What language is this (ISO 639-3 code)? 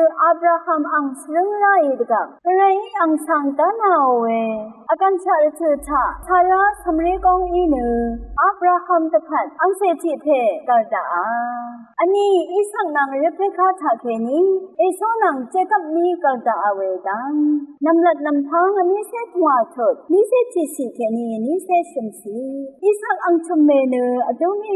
raw